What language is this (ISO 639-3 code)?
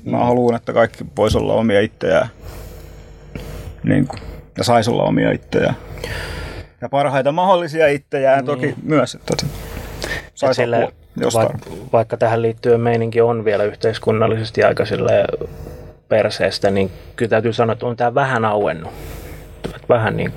fin